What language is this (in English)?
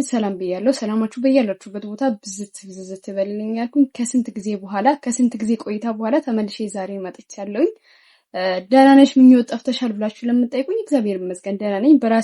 Amharic